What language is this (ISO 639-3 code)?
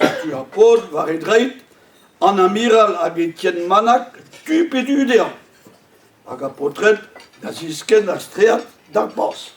bre